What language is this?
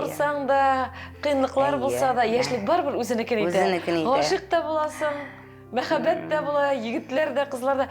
Tatar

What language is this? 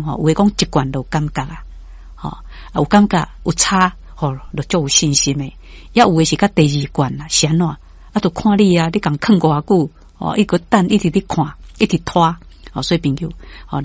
Min Nan Chinese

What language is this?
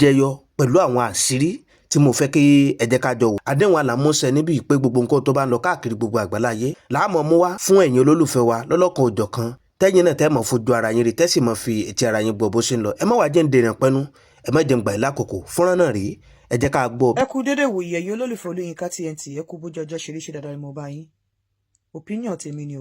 Yoruba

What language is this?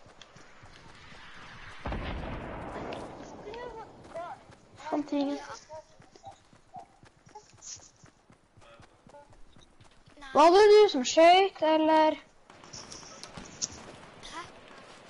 Norwegian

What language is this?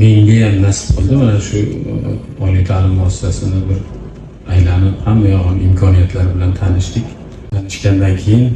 Uzbek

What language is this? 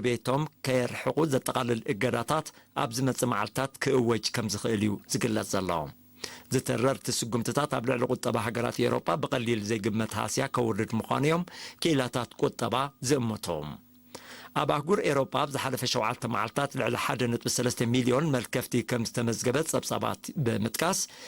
Tigrinya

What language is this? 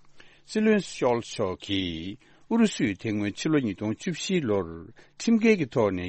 Tibetan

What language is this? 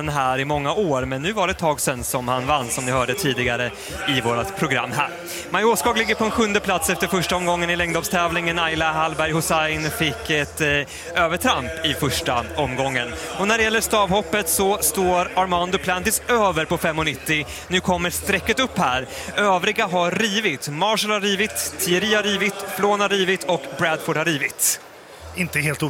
Swedish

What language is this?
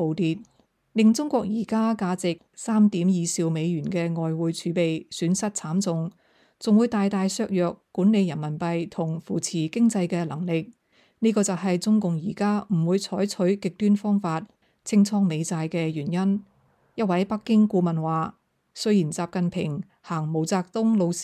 Cantonese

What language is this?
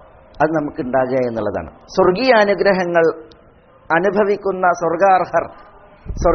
Malayalam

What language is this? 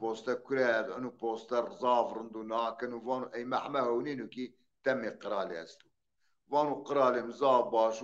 Zaza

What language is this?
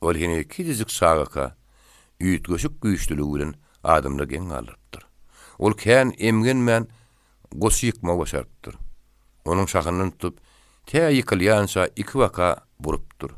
Turkmen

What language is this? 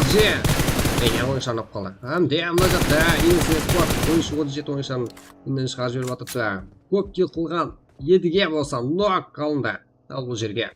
Kara-Kalpak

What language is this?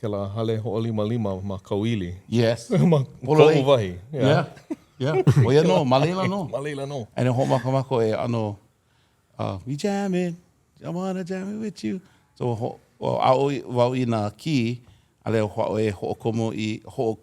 Hawaiian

